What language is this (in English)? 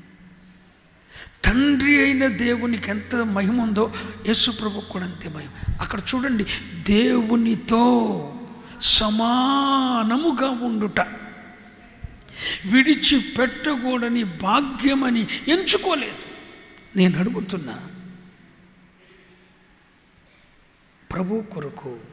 Telugu